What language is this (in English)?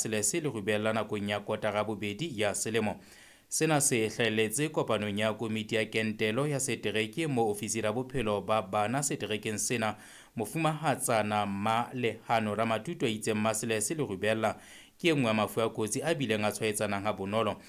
Southern Sotho